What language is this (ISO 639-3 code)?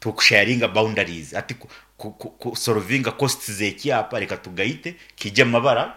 nyn